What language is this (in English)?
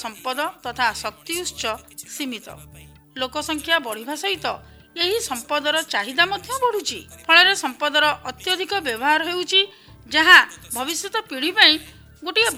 Odia